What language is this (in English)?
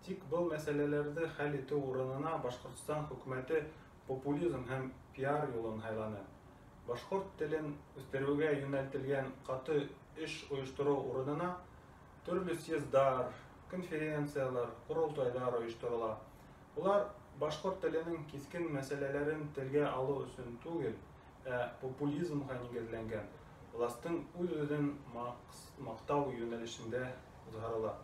Bashkir